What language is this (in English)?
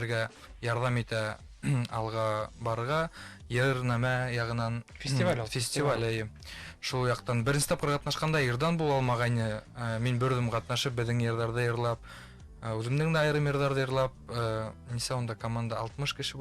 Bashkir